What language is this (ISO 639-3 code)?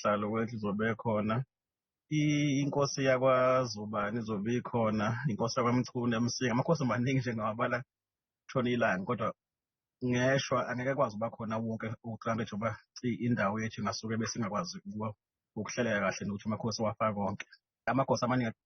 zul